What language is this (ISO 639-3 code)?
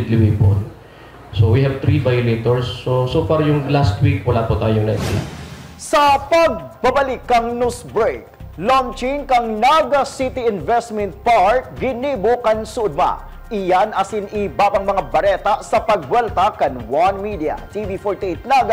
bik